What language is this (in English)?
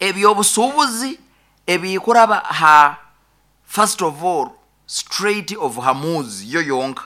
Nyoro